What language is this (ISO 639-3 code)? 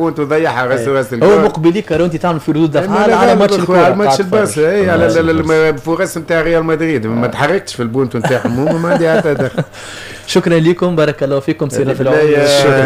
aeb